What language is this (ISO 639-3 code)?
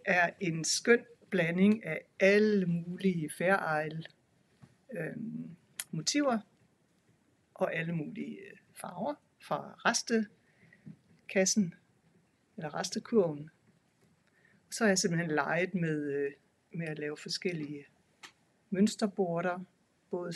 dan